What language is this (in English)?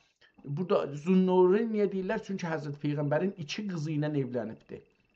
South Azerbaijani